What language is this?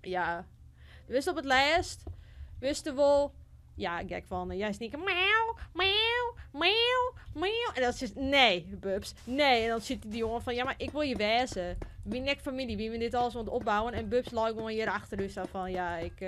Western Frisian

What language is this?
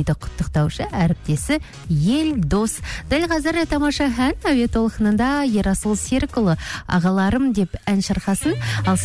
Kazakh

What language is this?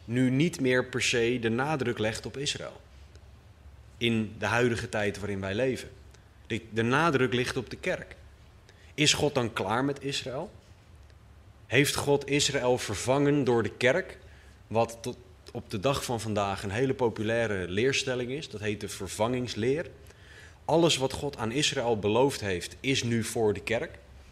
Dutch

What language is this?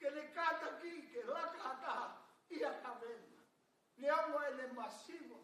Tongan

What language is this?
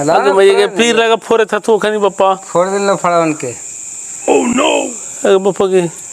Magahi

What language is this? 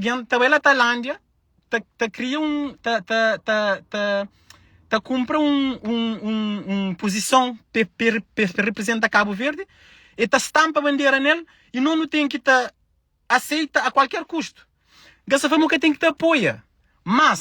Kabuverdianu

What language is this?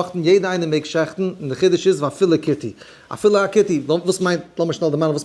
Yiddish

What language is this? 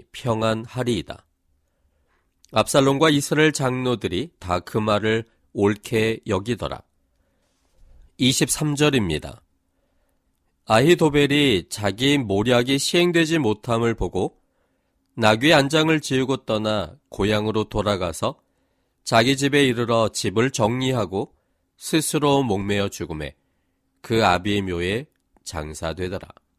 Korean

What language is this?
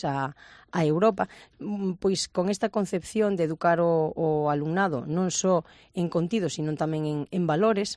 Galician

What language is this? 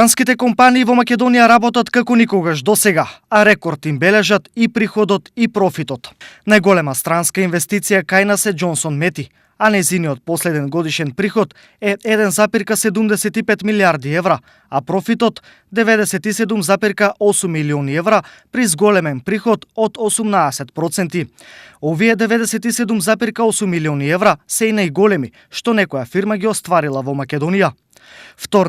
Macedonian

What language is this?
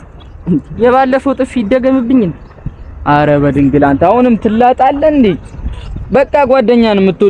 Amharic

